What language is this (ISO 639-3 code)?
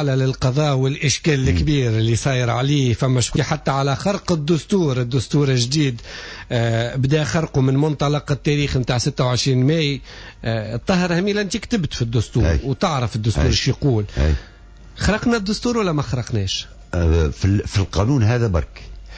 aeb